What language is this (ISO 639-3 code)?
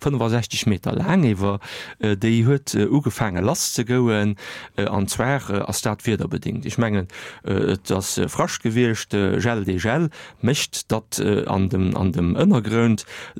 ltz